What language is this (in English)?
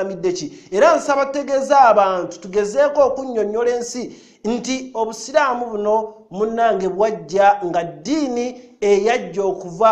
Ganda